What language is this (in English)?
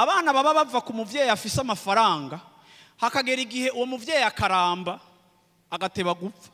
Rundi